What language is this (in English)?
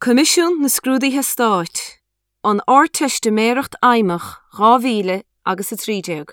Irish